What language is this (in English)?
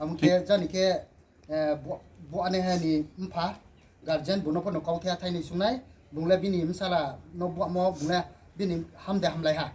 Riang (India)